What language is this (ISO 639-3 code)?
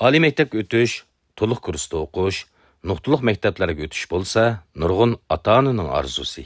uig